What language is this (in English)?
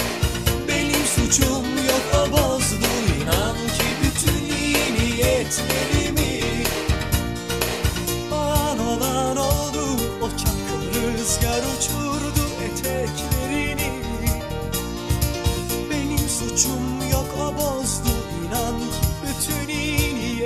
Turkish